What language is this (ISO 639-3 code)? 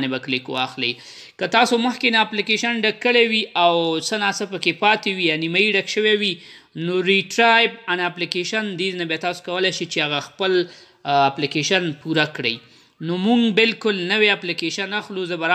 pus